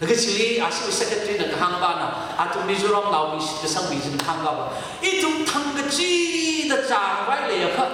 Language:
Tangkhul Naga (India)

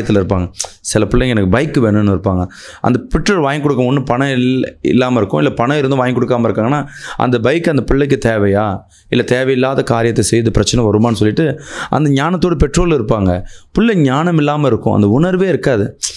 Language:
Tamil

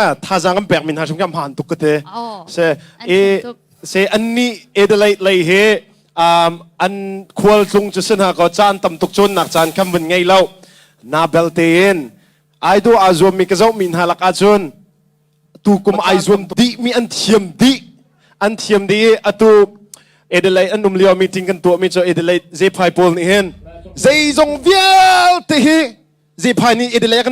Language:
Hakha Chin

